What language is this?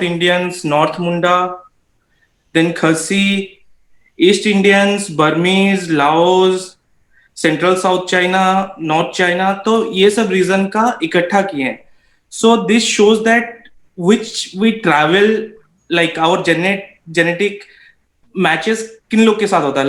Santali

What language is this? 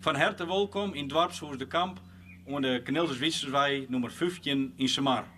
Western Frisian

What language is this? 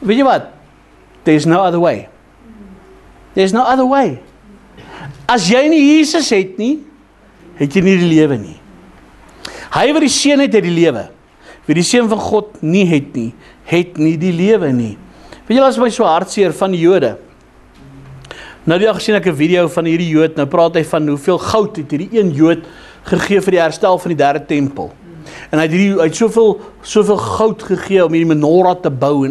Afrikaans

